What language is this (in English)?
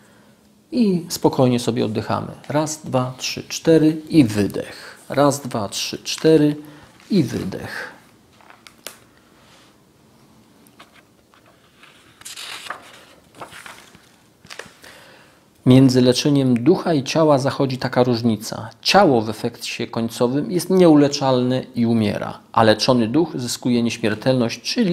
Polish